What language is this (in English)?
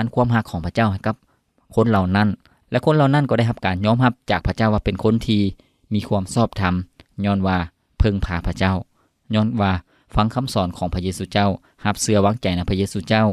Lao